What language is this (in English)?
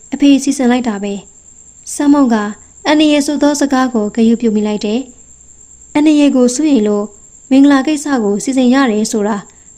Burmese